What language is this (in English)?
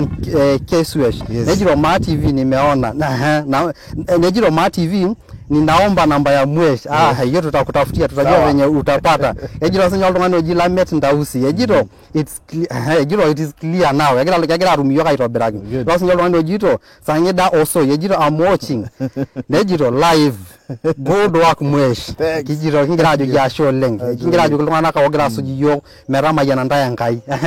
Masai